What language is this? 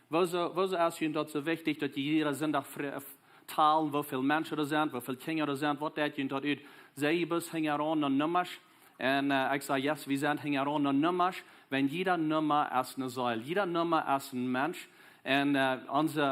Plautdietsch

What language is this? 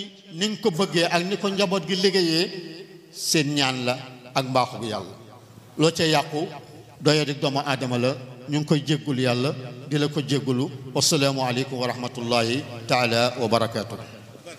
Wolof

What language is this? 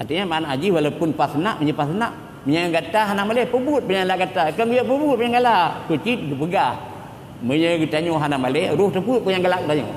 Achinese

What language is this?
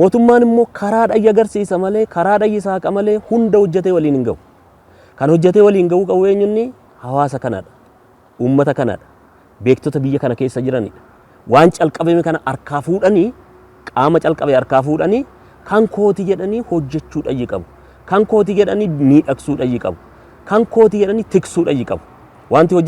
Oromo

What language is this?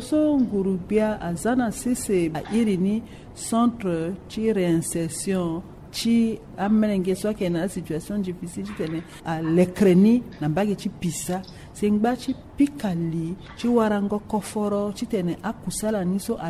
Sango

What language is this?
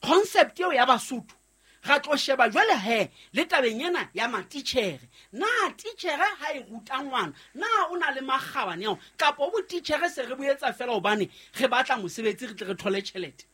Southern Sotho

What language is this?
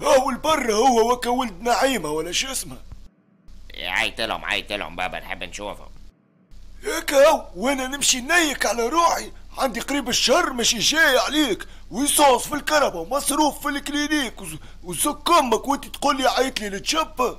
Tunisian Arabic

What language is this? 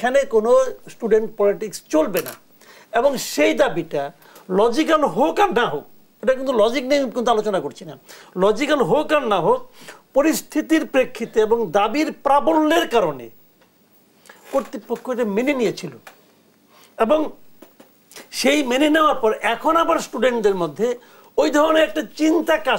Bangla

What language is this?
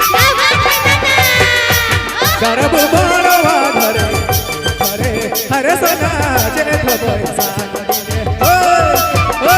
Sadri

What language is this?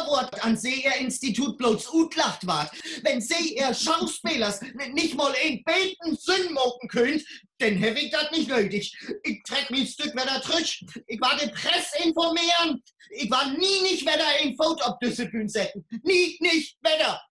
Low German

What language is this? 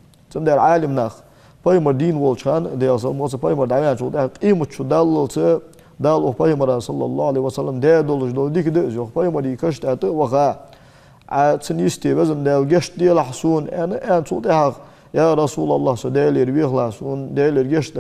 Ingush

